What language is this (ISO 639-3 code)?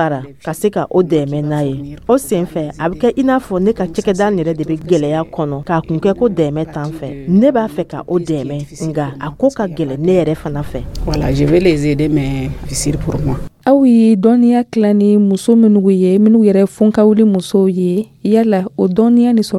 dyu